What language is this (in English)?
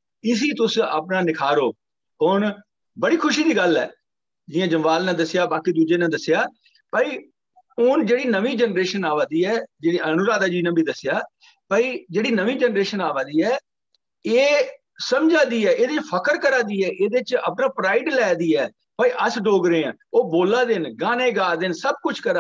Dogri